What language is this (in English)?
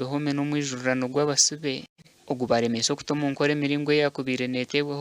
Nyankole